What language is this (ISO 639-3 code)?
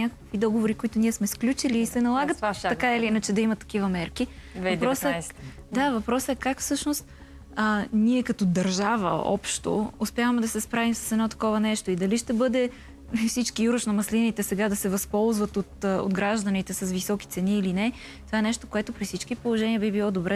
bul